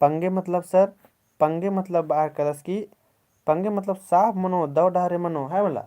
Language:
Kurukh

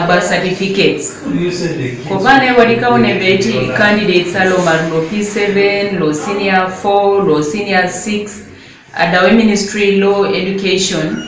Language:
Teso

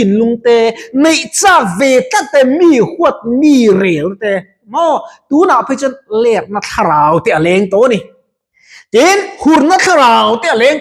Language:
Mizo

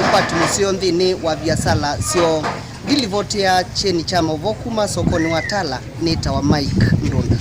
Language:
Kamba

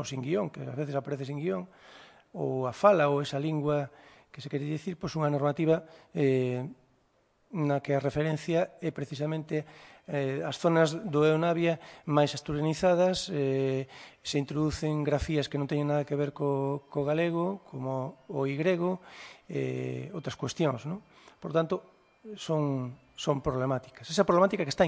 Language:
Galician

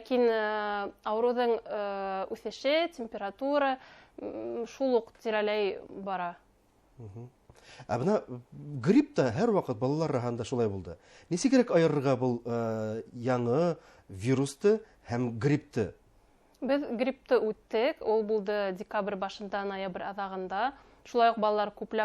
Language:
Bashkir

